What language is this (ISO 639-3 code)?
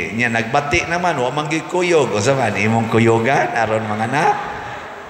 ceb